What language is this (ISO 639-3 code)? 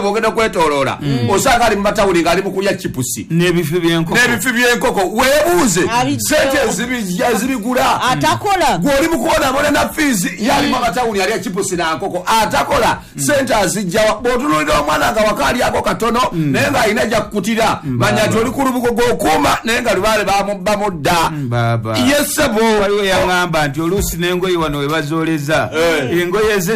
lug